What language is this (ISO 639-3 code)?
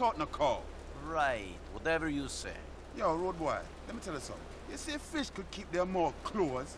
eng